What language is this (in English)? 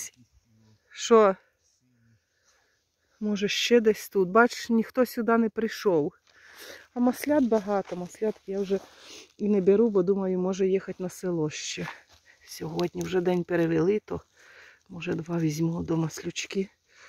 Ukrainian